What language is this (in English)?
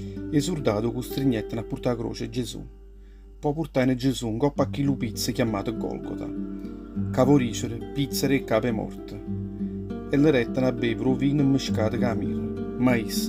Neapolitan